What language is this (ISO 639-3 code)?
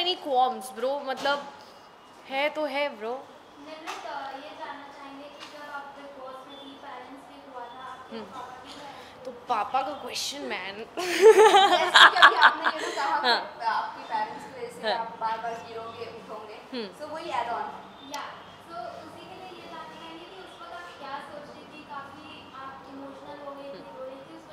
hin